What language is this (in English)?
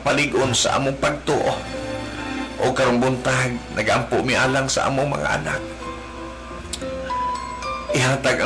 Cebuano